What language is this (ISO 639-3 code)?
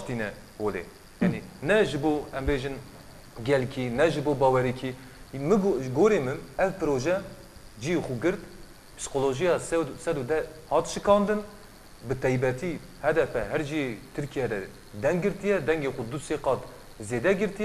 kur